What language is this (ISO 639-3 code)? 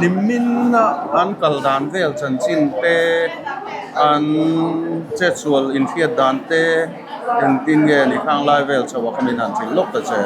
lus